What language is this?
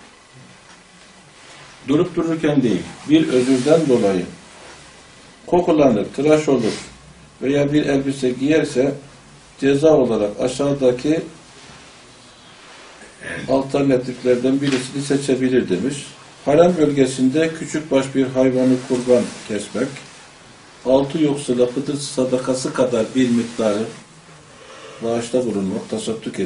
Turkish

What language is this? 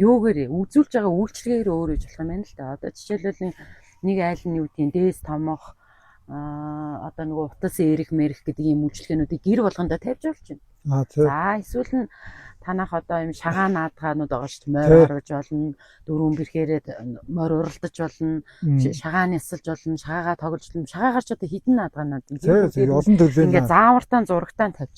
Mongolian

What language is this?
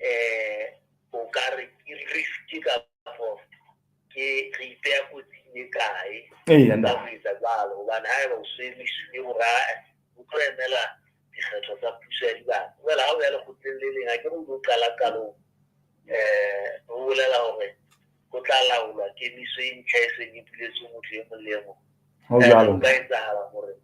Southern Sotho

